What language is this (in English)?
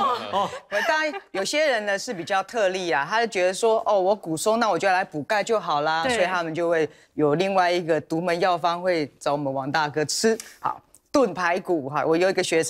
Chinese